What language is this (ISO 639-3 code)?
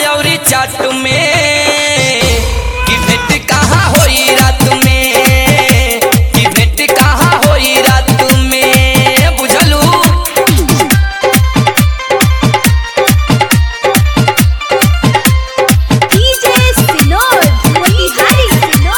bho